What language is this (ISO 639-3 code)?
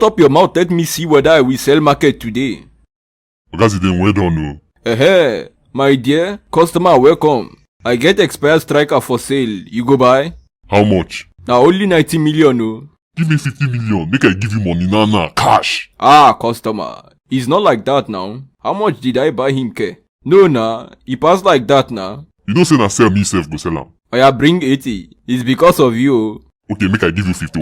pcm